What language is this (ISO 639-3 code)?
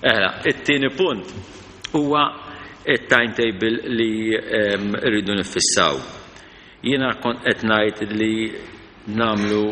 mlt